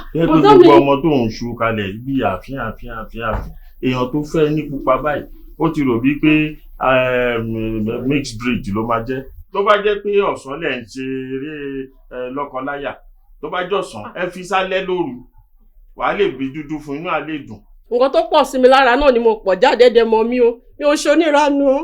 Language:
Yoruba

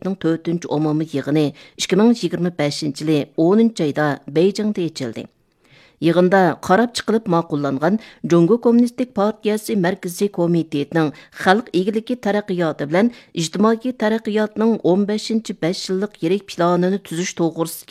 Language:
Uyghur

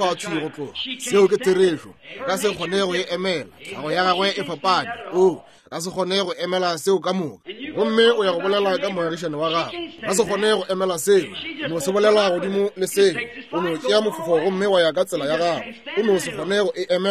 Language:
Northern Sotho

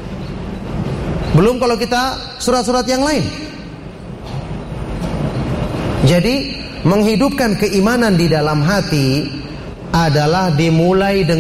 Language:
Indonesian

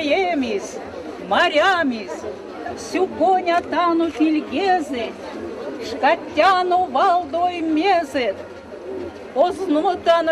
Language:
Erzya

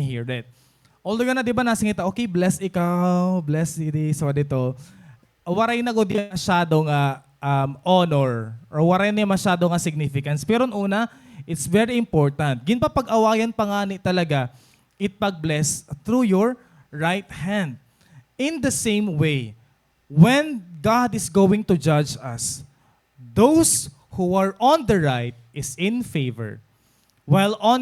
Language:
Waray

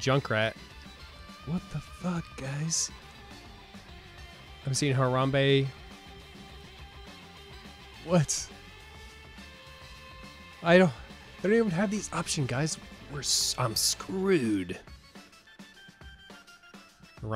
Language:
English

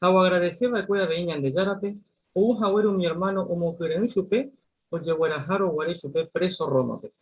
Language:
Guarani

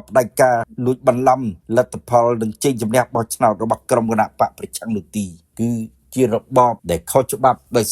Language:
Khmer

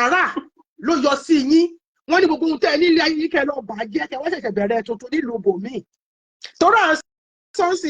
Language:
Yoruba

